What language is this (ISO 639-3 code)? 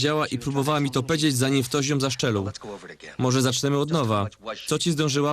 szl